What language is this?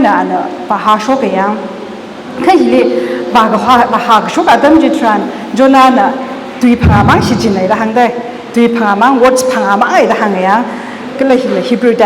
Tangkhul Naga (India)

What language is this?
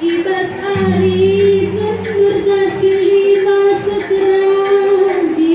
Batak Karo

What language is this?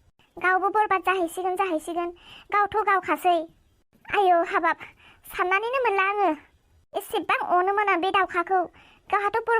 Bodo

